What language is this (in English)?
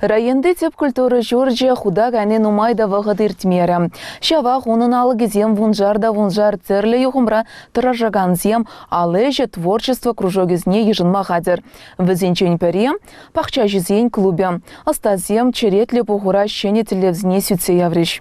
Chuvash